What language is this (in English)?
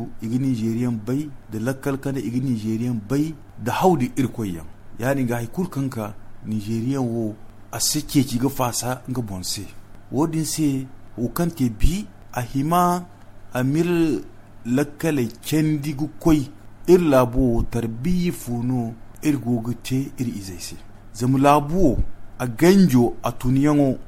Zarma